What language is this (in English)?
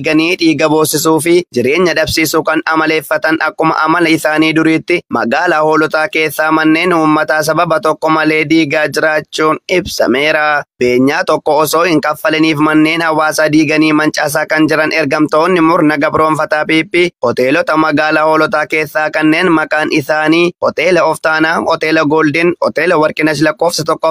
Oromo